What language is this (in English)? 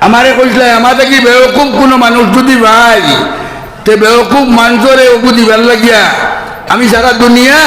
Sylheti